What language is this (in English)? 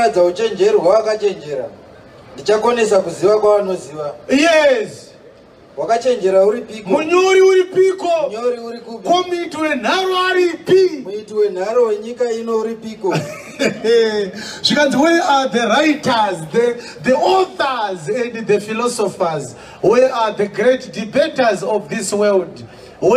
Shona